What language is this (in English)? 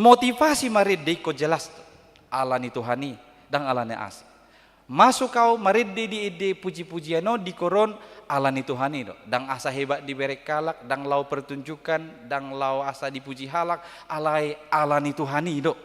Batak Toba